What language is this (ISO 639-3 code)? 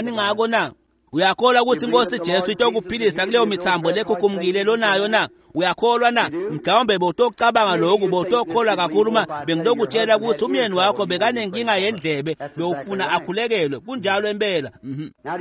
ssw